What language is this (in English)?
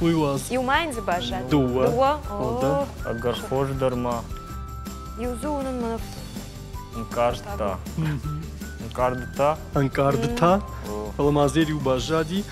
Ossetic